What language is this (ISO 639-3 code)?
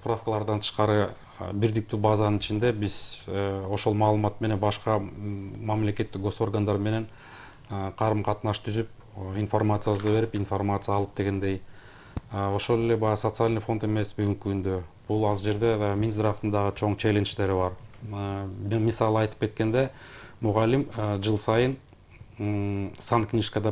kir